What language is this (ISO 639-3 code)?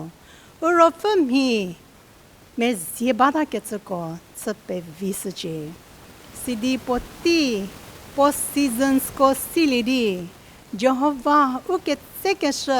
njm